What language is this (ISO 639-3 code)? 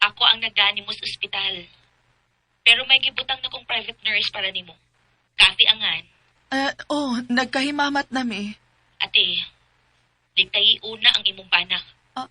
ceb